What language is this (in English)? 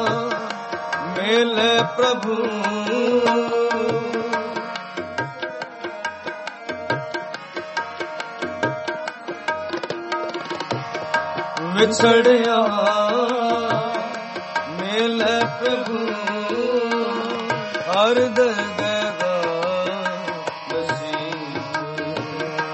Punjabi